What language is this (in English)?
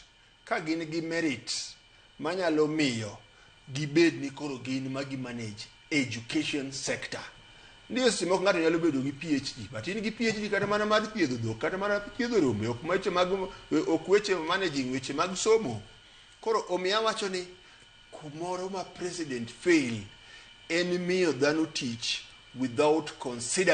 Luo (Kenya and Tanzania)